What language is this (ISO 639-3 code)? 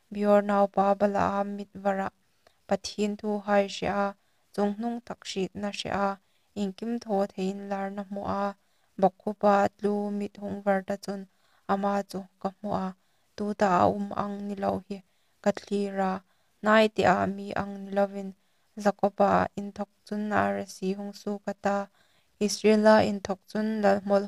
hmr